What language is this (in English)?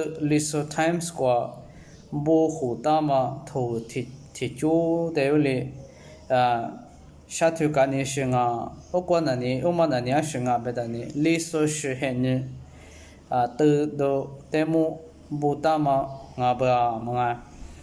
Lisu